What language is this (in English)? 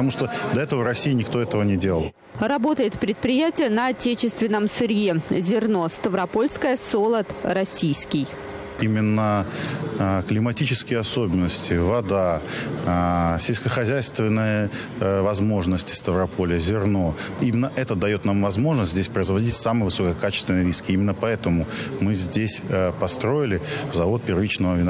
Russian